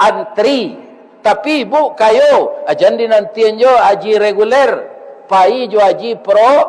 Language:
Minangkabau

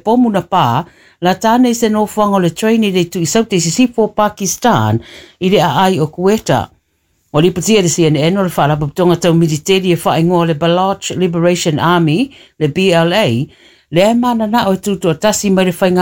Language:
Samoan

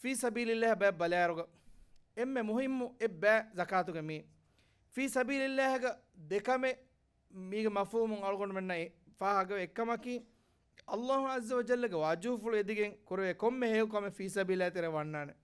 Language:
Divehi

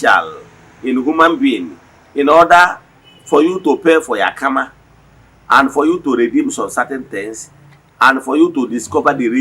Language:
Igbo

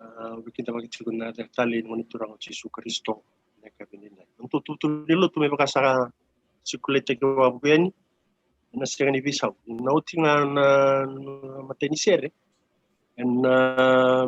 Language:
Fijian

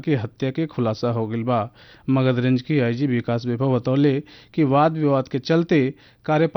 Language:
Bhojpuri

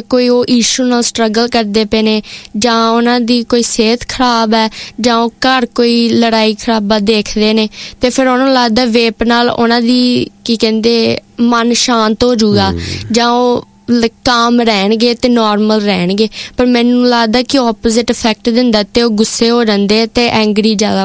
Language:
Punjabi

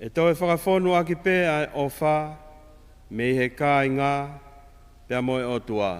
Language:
Tongan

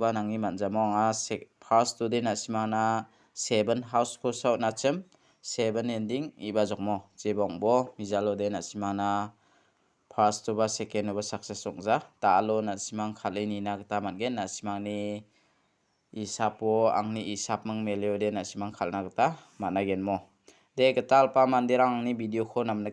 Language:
Garo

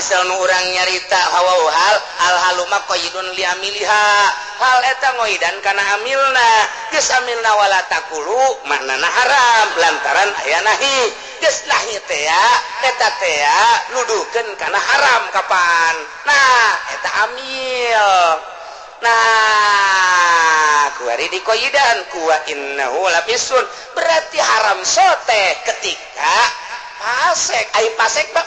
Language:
Sundanese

